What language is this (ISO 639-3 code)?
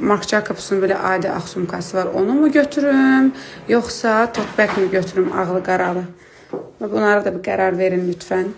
aze